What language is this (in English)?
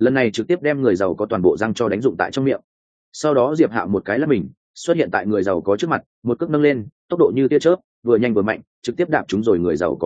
Vietnamese